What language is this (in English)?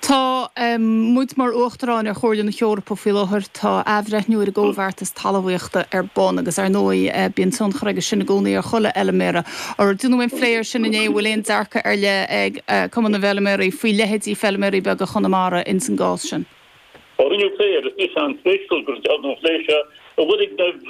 Irish